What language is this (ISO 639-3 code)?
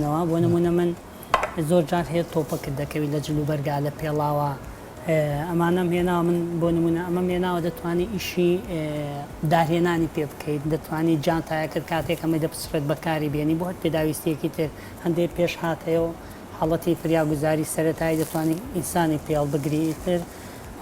ckb